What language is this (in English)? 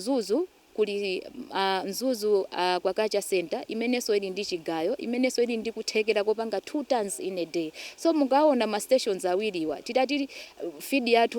Nyanja